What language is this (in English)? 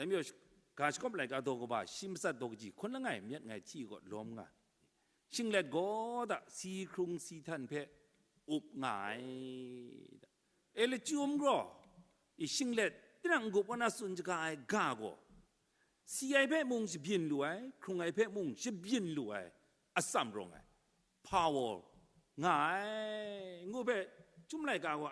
Kachin